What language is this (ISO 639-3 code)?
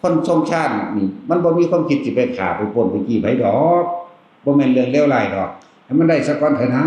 tts